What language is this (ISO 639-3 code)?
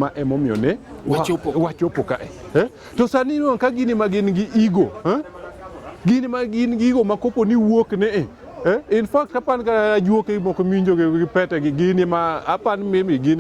luo